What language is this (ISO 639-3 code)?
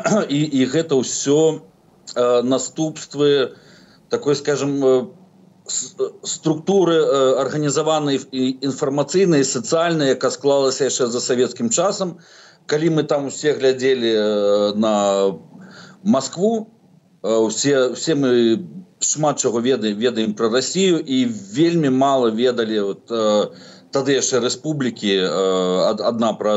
bel